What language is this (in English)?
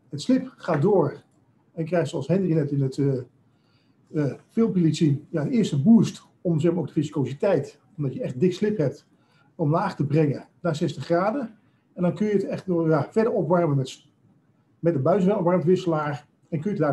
Dutch